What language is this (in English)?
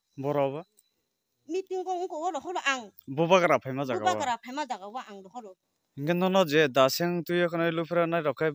Kok Borok